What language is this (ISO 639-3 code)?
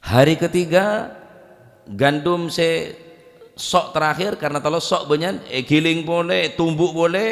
mad